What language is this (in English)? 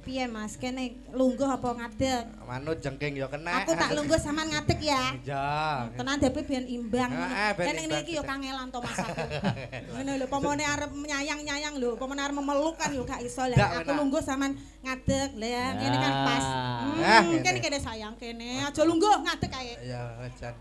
Javanese